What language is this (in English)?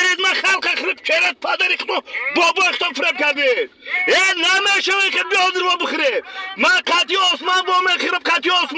Tajik